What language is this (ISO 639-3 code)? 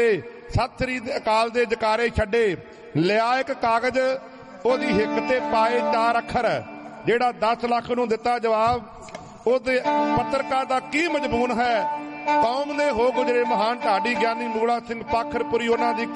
pan